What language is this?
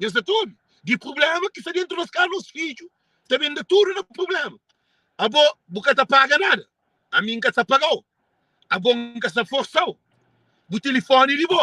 Kabuverdianu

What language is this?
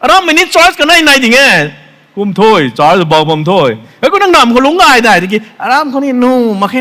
Rongmei Naga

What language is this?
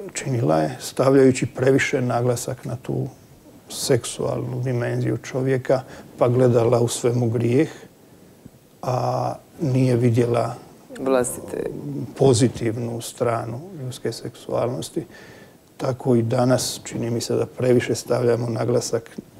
Croatian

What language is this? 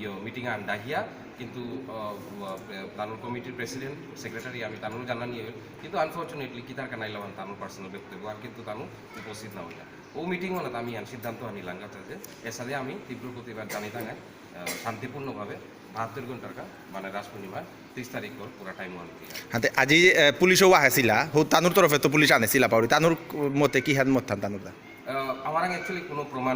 Bishnupriya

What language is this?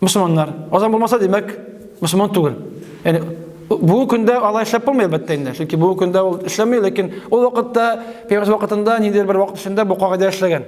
Tatar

